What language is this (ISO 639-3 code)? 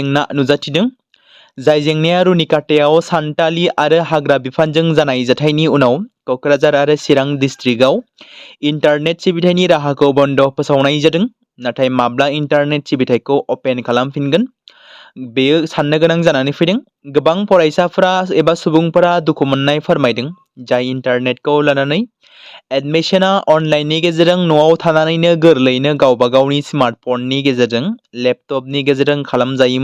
brx